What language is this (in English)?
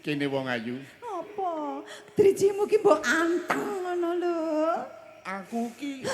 Javanese